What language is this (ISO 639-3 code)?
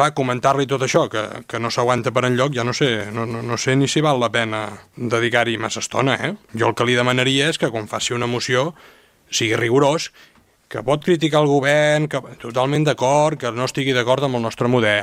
cat